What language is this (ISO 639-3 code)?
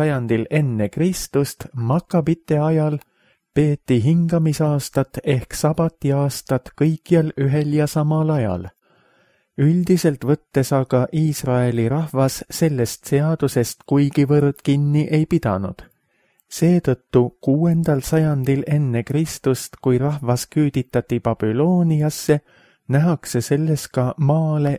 est